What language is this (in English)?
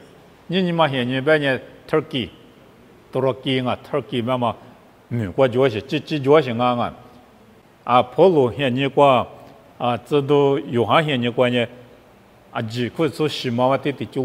Lisu